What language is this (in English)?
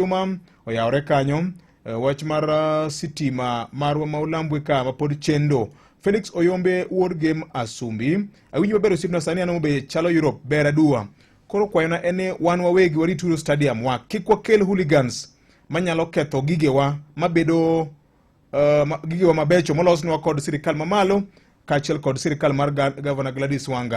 Luo (Kenya and Tanzania)